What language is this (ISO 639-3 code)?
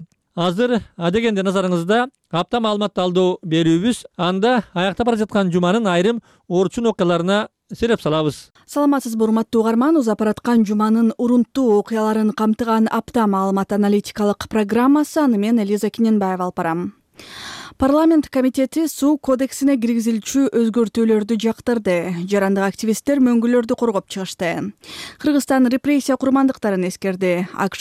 kir